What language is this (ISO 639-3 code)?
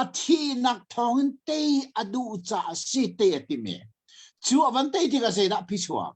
cnh